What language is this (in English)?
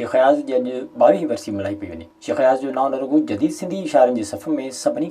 Sindhi